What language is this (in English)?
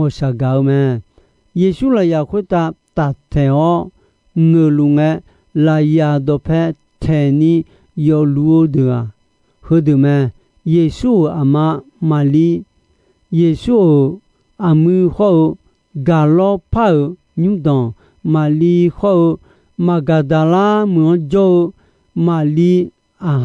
Akha